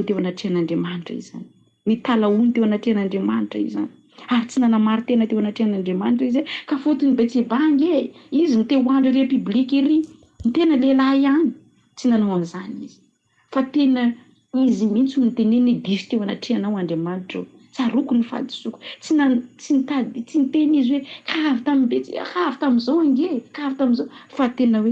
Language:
Malagasy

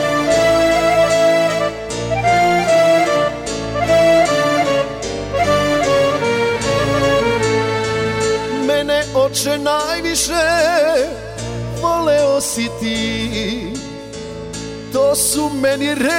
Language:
Serbian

